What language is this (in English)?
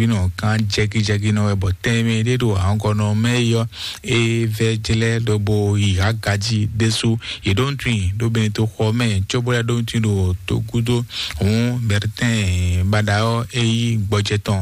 Fon